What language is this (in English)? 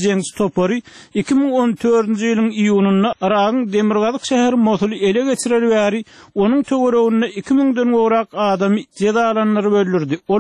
Turkmen